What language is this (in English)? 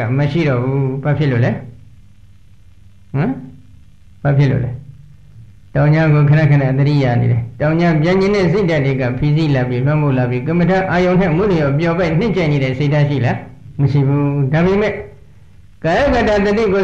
Burmese